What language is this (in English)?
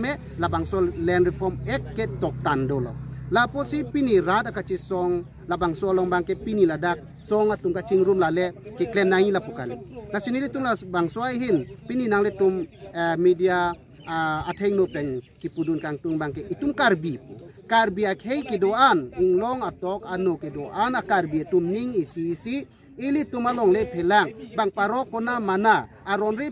Karbi